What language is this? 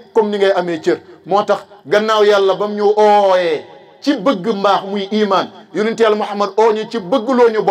Wolof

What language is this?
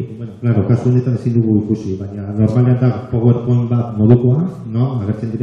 Basque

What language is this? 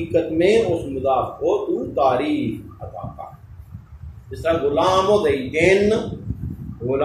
Urdu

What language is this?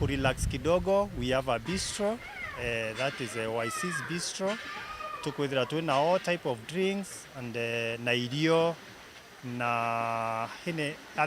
Meru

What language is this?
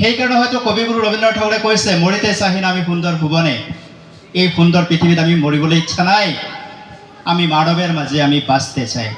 Assamese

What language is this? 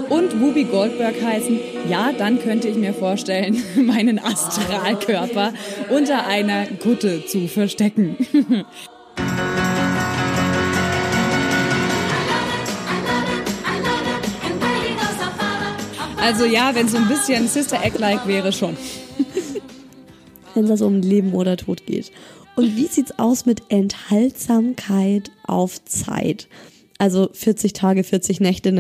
German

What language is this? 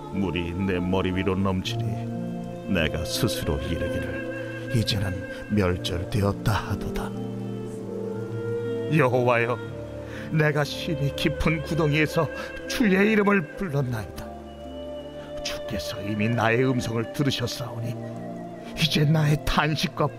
Korean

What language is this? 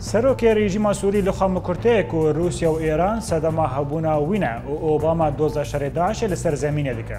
Kurdish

